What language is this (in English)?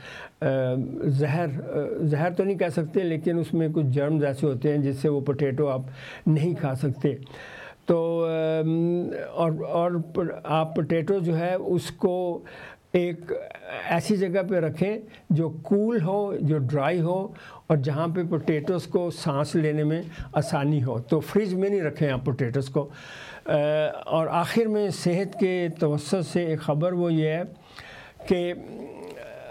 Urdu